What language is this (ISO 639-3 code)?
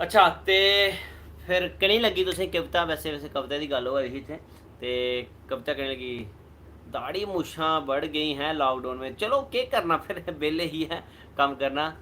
doi